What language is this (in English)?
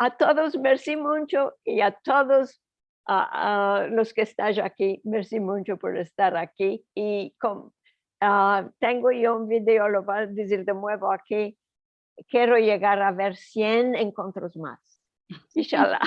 Ladino